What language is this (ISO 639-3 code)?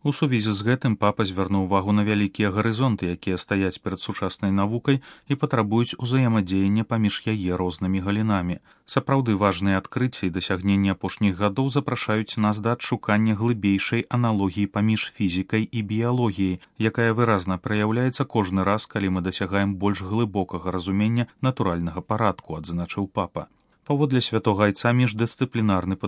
bel